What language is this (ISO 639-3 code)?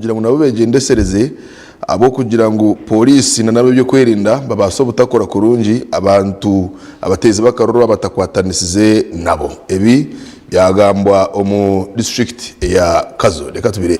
nyn